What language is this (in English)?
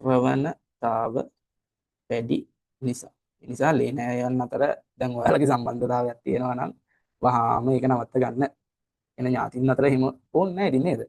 Sinhala